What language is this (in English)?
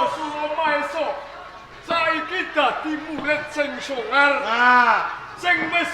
Javanese